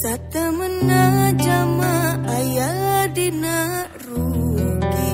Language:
Sundanese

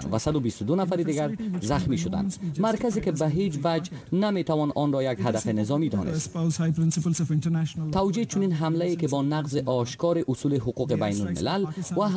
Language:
Persian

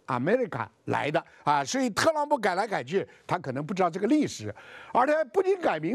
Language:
Chinese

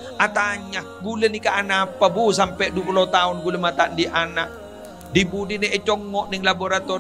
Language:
Madurese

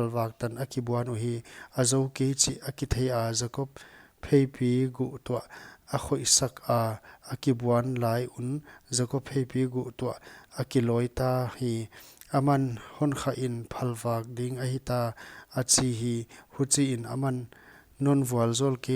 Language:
Paite Chin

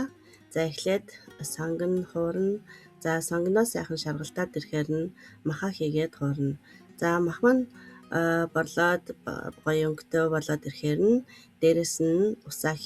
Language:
Mongolian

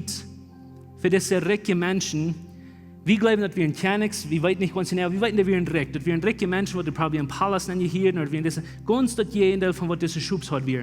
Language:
Plautdietsch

